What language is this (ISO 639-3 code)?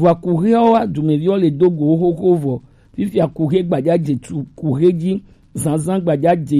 gej